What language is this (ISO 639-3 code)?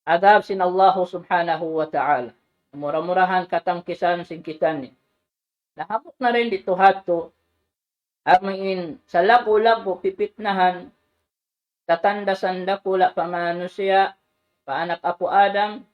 tsg